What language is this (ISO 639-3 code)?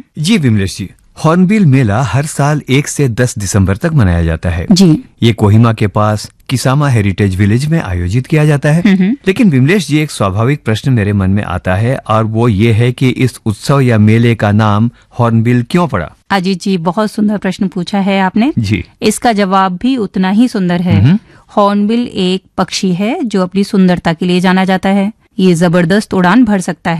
hin